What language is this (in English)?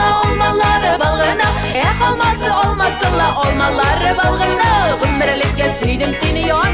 Tatar